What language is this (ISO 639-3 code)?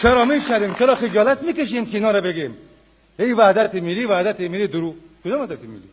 tgk